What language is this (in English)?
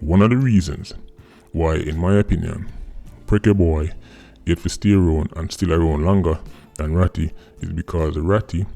Jamaican Creole English